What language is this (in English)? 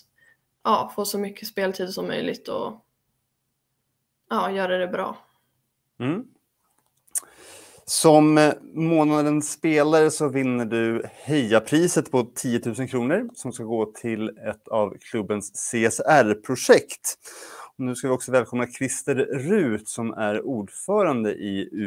Swedish